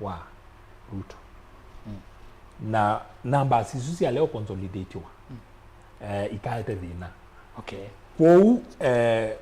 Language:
Kamba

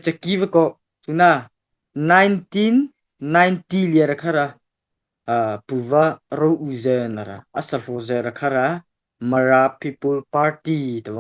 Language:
Mara Chin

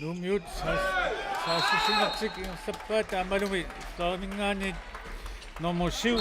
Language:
Kalaallisut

